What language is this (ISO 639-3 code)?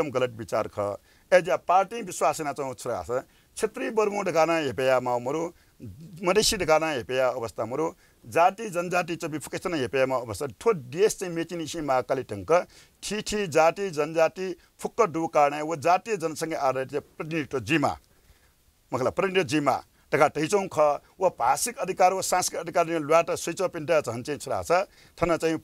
new